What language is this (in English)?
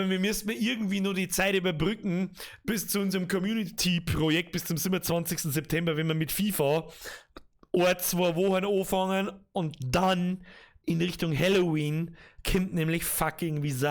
Bavarian